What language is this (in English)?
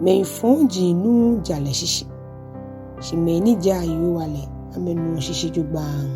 Ga